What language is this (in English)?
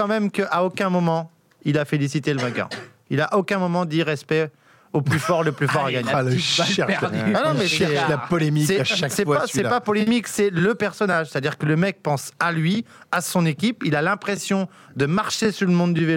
French